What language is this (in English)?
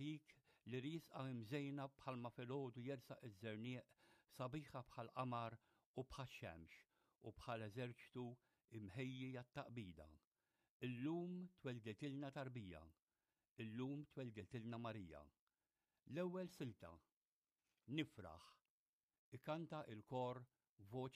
Maltese